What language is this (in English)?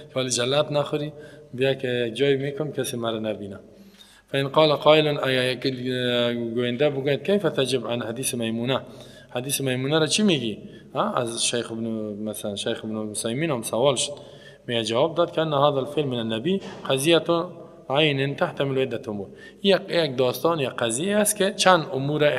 Persian